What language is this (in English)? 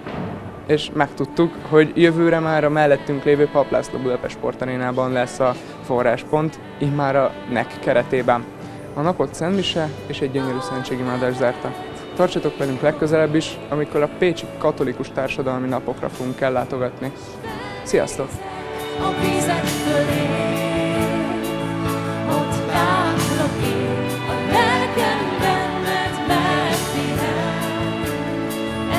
Hungarian